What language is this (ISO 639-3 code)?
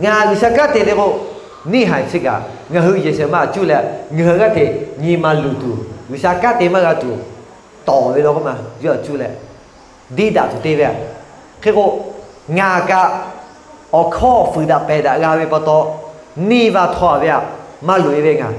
lhu